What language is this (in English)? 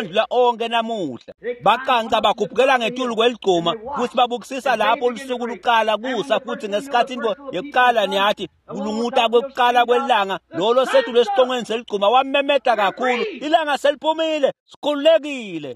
Swati